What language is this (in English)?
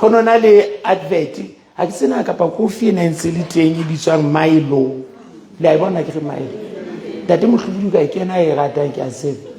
Southern Sotho